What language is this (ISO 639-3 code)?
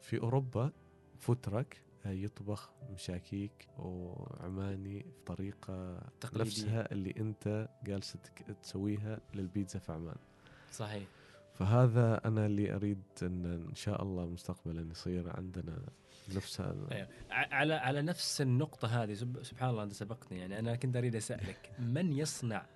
afb